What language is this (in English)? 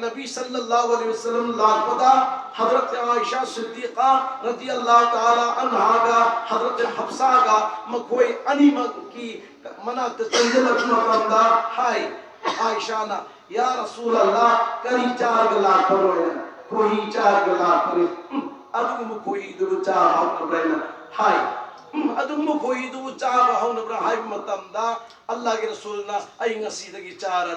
Manipuri